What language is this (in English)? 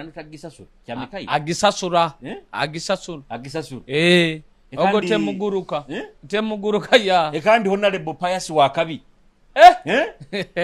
Nyoro